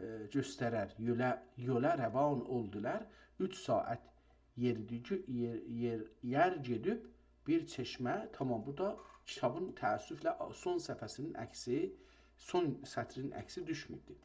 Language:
South Azerbaijani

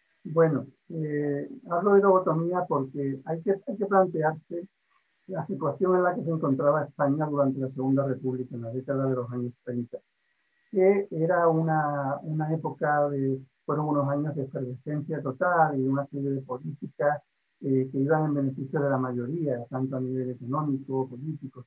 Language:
Spanish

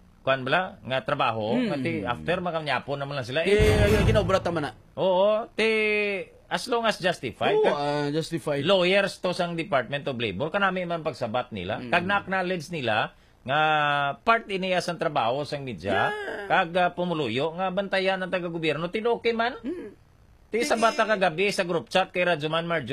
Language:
Hiligaynon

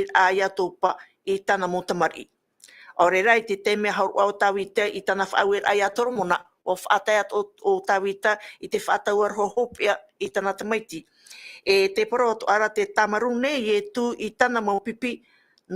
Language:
Tahitian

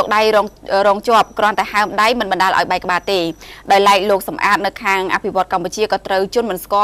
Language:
Khmer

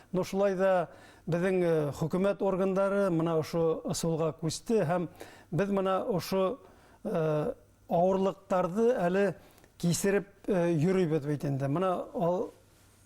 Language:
Bashkir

